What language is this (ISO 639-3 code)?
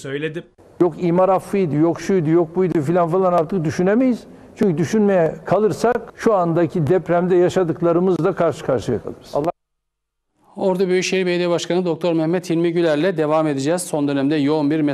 tur